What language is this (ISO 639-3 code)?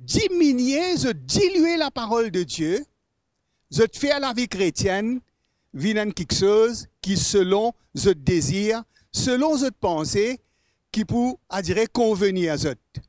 mfe